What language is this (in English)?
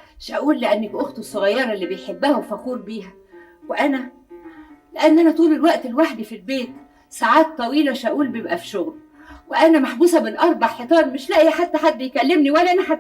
Egyptian Arabic